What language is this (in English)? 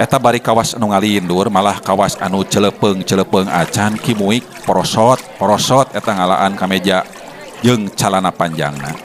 Sundanese